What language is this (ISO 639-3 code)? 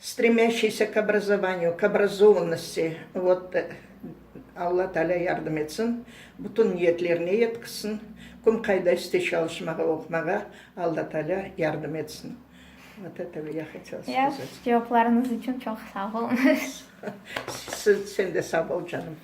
crh